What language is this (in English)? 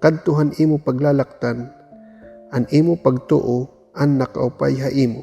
Waray